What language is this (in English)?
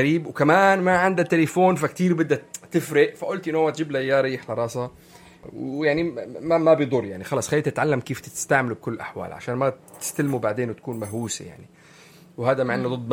North Levantine Arabic